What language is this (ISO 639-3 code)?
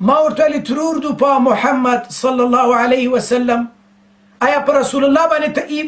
pus